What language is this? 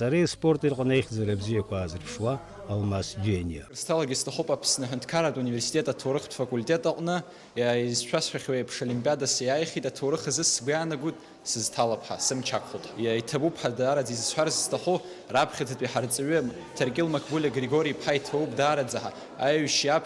Abkhazian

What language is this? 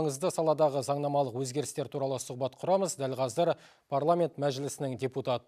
Kazakh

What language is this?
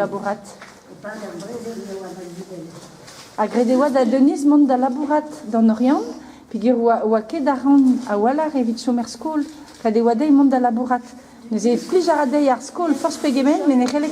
Breton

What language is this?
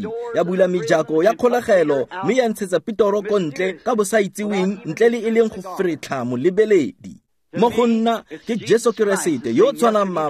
Tswana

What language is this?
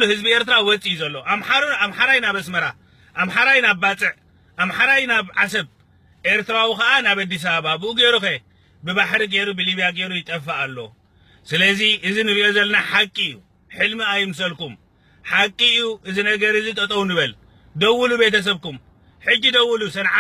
Tigrinya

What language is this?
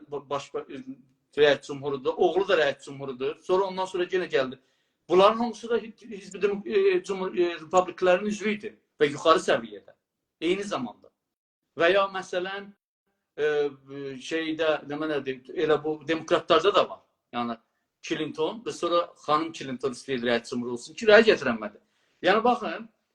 South Azerbaijani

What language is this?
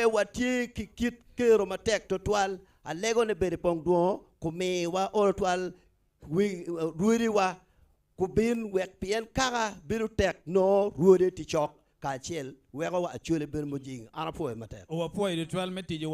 Acoli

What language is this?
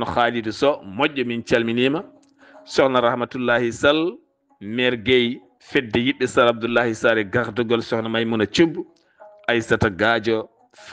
Fula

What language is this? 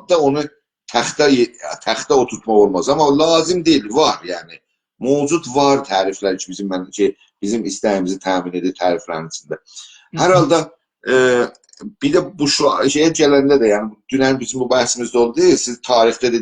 South Azerbaijani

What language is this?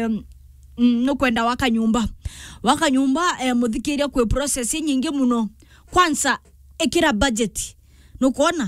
Meru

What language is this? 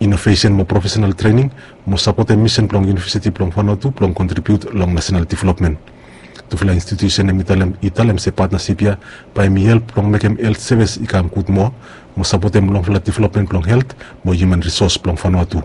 Bislama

